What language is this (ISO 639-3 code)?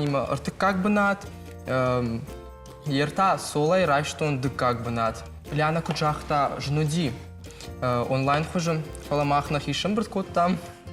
oss